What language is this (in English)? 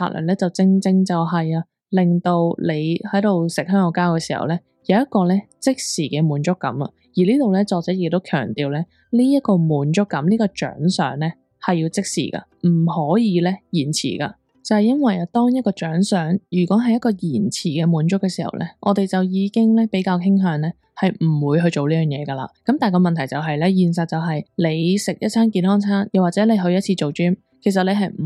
Cantonese